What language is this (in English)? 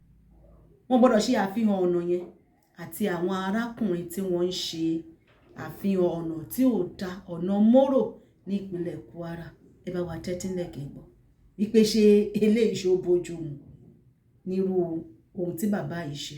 Yoruba